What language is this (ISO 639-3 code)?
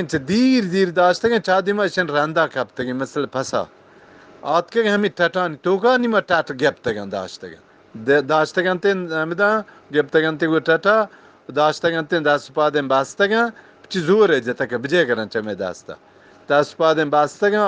bgp